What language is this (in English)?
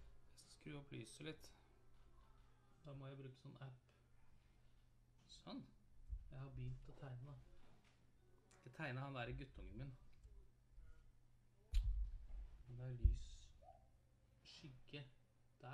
Norwegian